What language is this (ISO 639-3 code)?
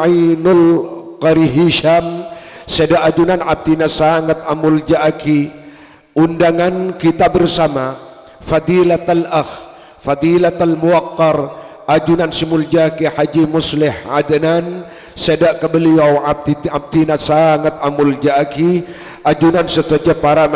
mad